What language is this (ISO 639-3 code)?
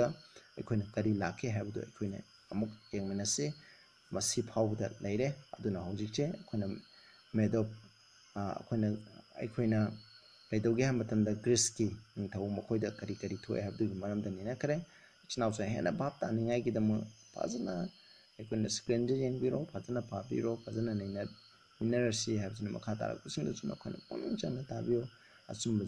mni